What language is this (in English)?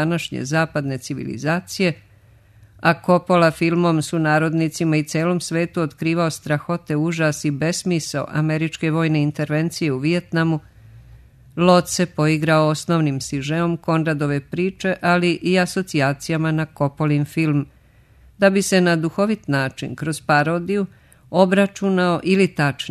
Serbian